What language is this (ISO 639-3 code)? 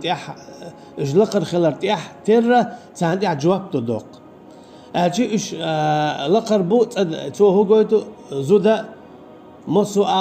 che